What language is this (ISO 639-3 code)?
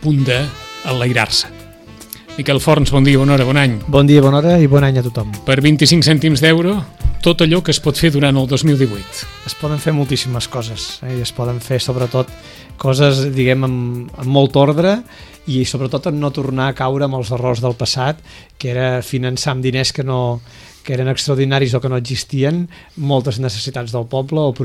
cat